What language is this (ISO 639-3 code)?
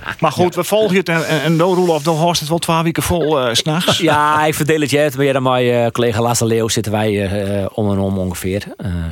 fry